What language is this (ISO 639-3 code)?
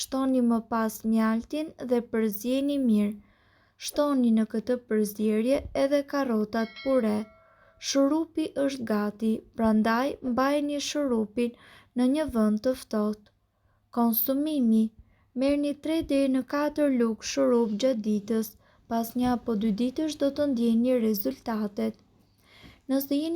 sqi